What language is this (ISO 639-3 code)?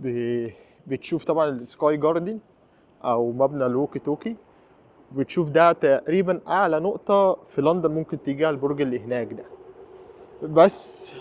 arz